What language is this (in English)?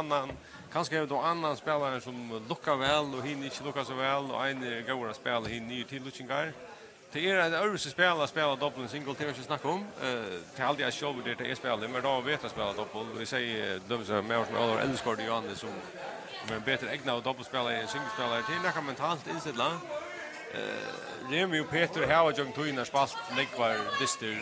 Faroese